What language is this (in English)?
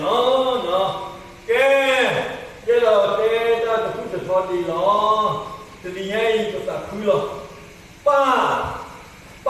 S'gaw Karen